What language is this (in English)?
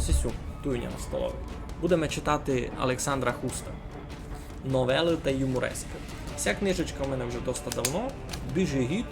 Rusyn